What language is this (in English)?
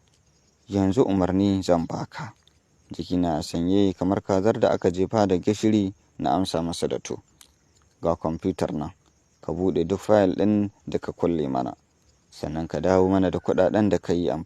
Hausa